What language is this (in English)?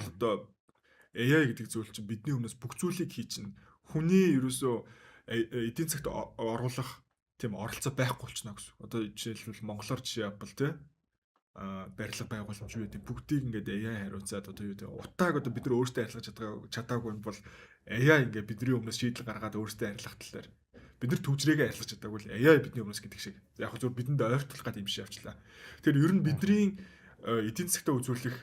Mongolian